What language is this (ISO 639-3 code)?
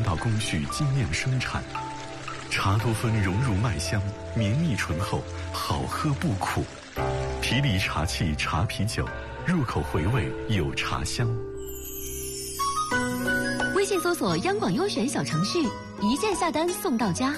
zho